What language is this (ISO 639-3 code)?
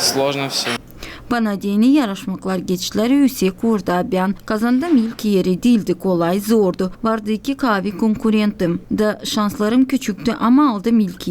gag